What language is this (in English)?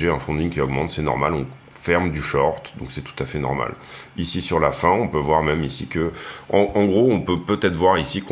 French